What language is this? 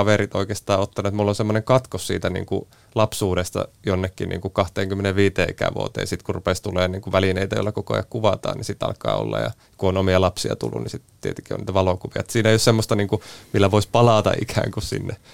Finnish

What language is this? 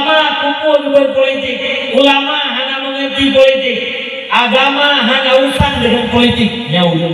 Achinese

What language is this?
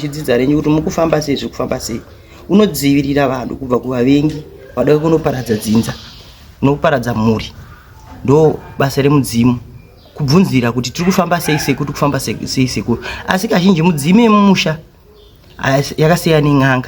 Shona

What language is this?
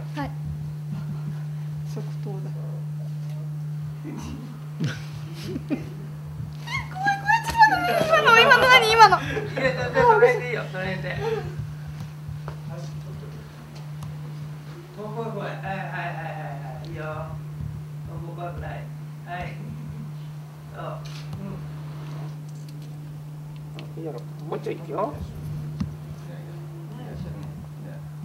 Japanese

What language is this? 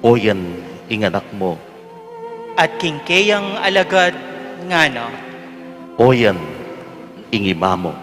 Pampanga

